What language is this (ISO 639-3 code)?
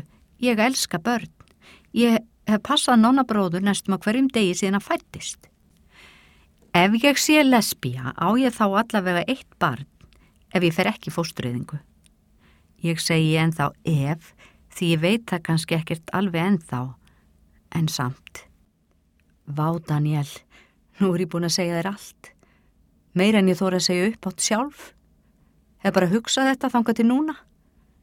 isl